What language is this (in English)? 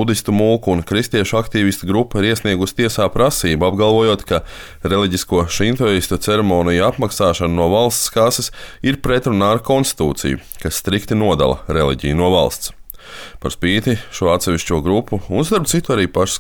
Latvian